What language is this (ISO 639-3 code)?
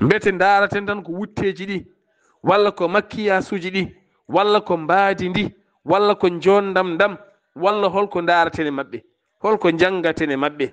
ful